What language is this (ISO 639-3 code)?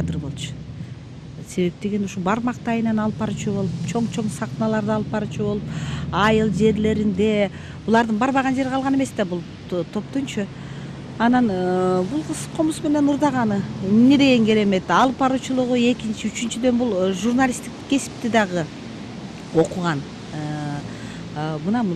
kir